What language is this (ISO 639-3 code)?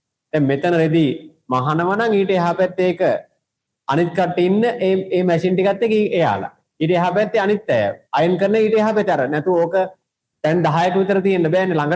sin